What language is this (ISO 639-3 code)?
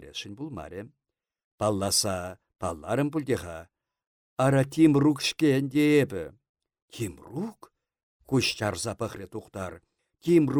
chv